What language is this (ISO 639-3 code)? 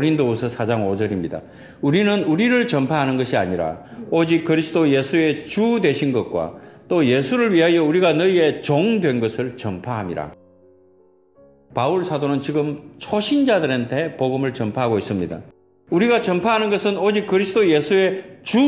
kor